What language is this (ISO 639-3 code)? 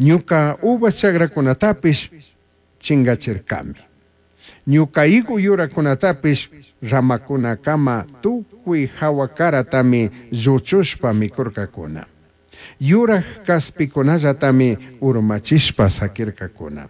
qug